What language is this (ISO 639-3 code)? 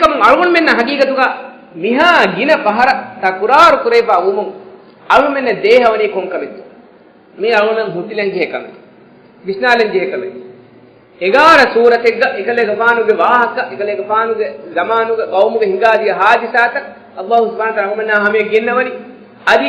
div